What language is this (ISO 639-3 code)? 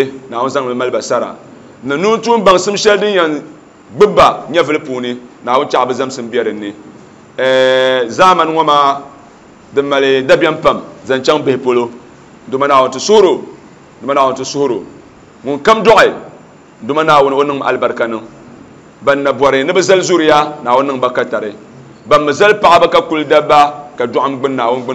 dag